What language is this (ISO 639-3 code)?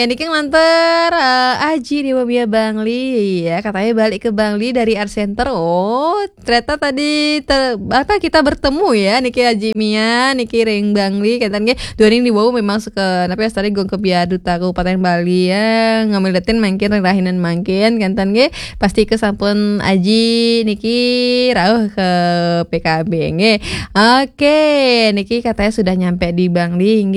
ban